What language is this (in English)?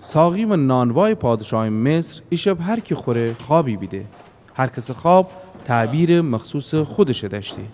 Gilaki